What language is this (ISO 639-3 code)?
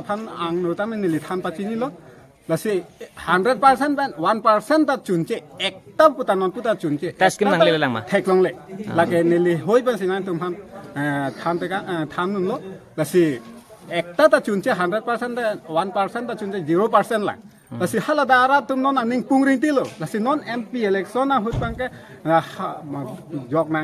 mjw